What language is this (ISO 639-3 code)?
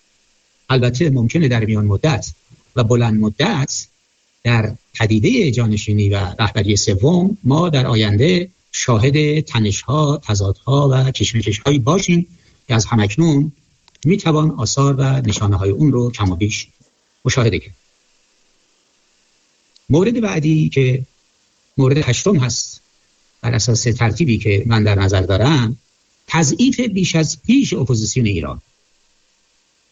fas